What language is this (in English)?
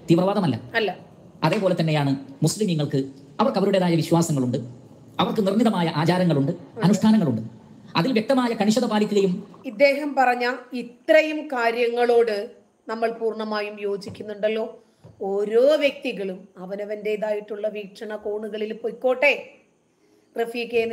Malayalam